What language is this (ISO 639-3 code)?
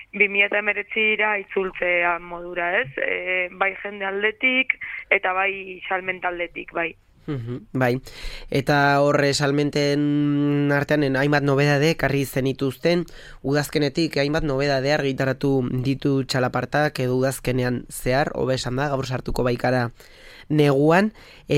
eus